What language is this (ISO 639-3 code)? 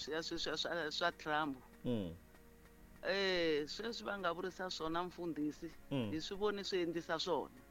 tso